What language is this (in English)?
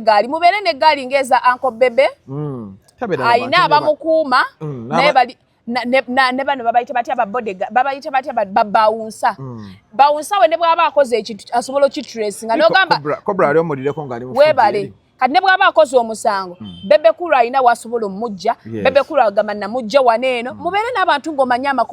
Ganda